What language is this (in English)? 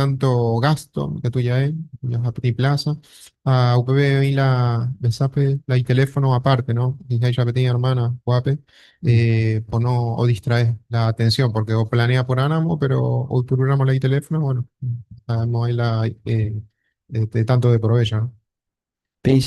Guarani